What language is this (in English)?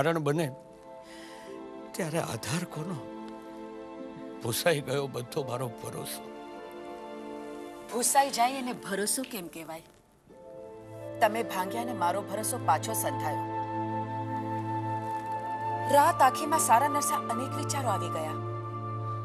Gujarati